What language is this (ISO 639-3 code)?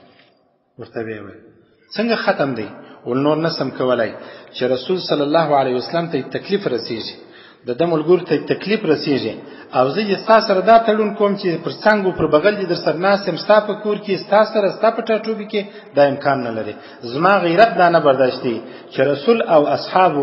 pus